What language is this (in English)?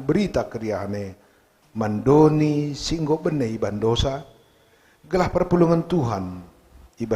Batak Karo